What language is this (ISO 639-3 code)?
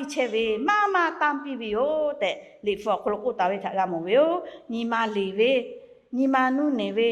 lhu